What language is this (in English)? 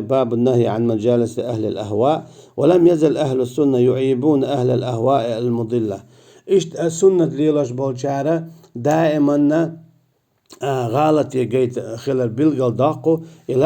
Chechen